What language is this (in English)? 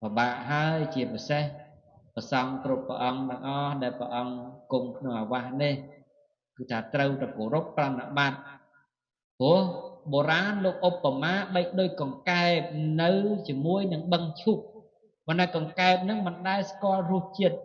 Khmer